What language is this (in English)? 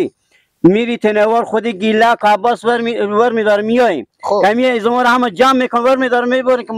Persian